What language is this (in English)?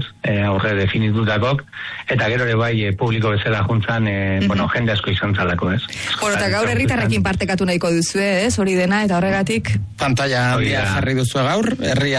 Basque